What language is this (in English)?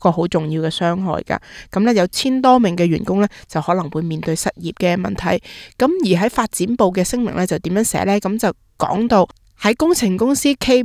Cantonese